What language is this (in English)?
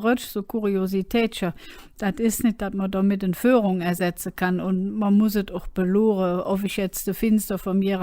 Colognian